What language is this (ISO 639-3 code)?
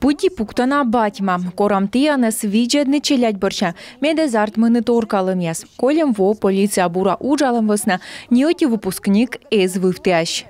kom